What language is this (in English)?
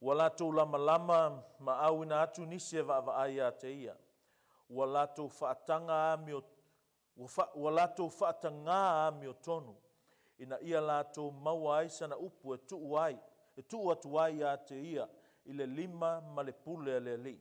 Samoan